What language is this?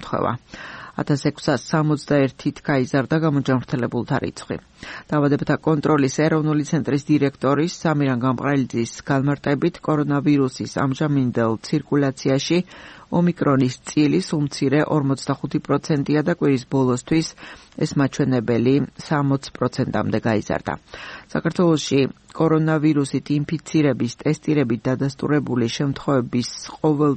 Georgian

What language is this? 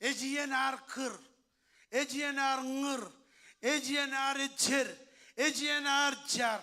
Marshallese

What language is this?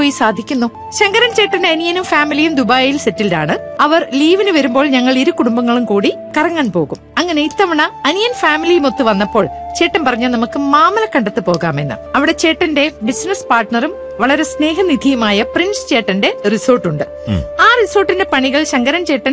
Malayalam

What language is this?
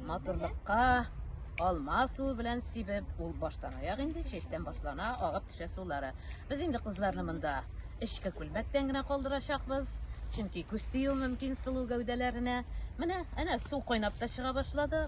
Tatar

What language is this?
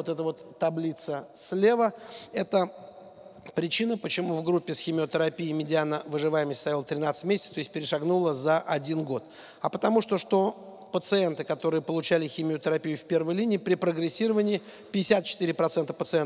Russian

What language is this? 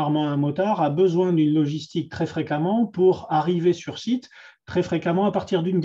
French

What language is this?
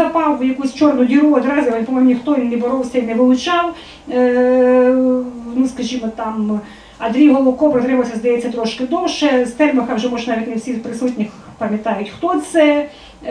Ukrainian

